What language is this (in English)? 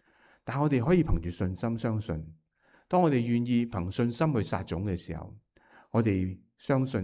Cantonese